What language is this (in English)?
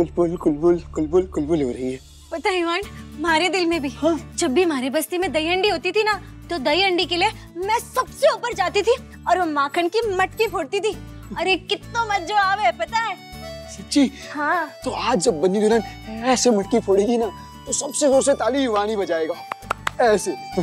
Hindi